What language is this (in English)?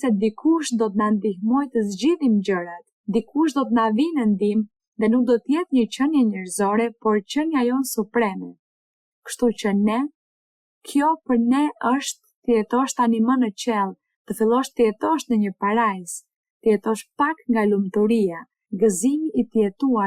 Albanian